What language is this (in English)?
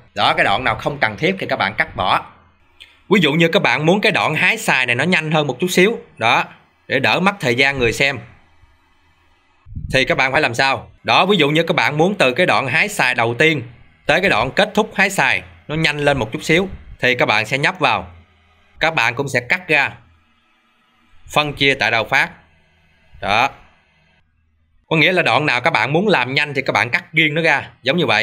Vietnamese